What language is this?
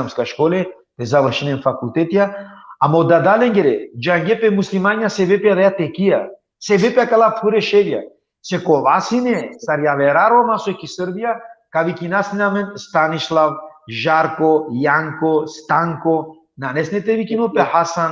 Balkan Romani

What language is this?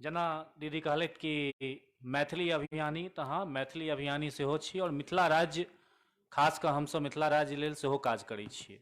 Maithili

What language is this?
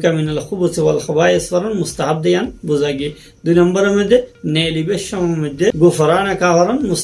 Rohingya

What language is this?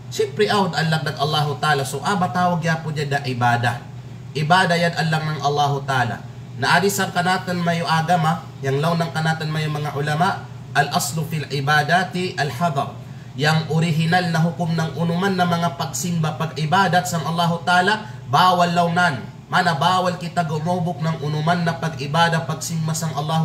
Kalagan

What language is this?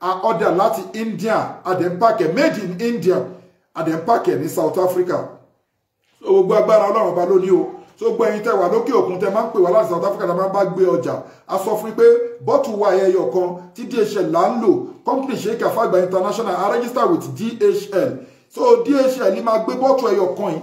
Yoruba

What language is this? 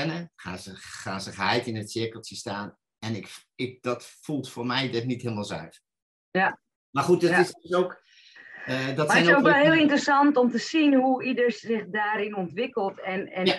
Dutch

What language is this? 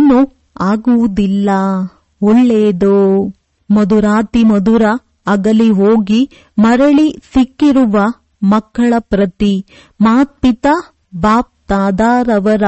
Kannada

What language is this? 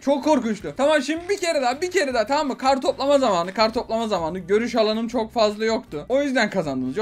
Turkish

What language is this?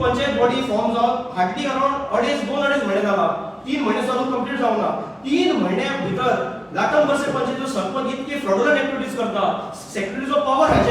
Konkani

